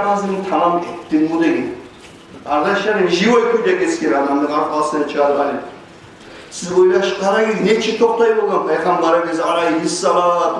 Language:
Kumyk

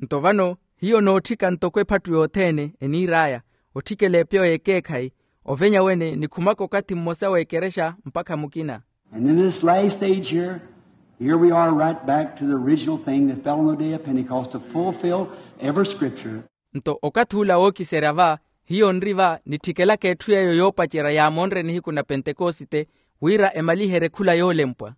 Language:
Makhuwa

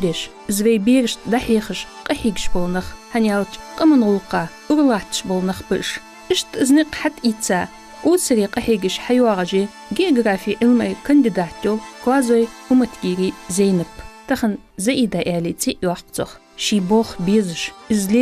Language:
Ingush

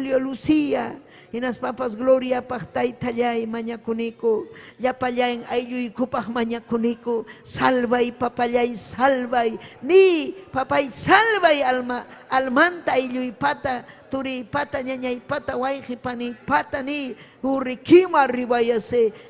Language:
Ayacucho Quechua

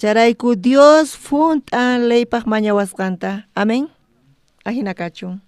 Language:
South Bolivian Quechua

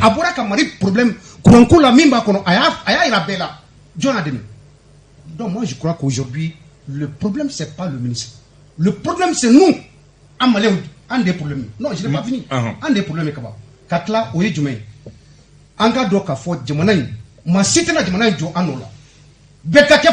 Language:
Bambara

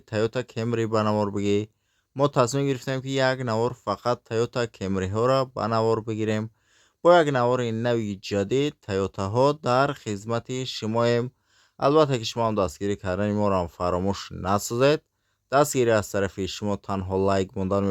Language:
Tajik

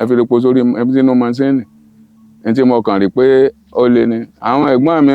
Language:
Yoruba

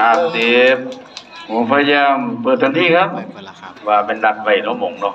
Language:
Northeastern Thai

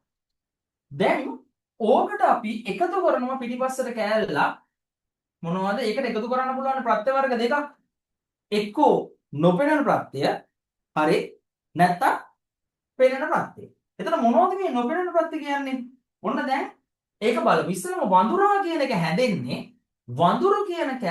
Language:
Sinhala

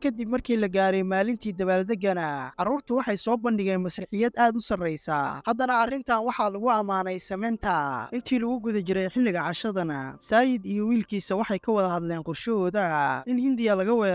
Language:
Somali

